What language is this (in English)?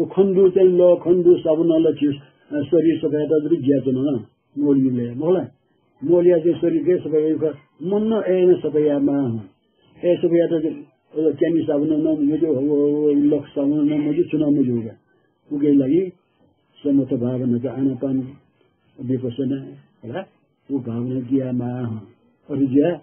Newari